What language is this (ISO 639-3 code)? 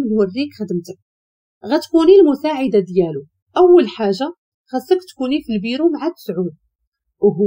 ary